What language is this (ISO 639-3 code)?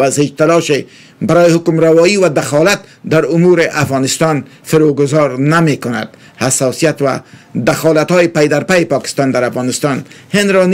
fas